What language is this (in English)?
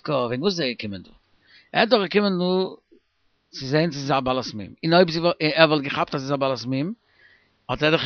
Yiddish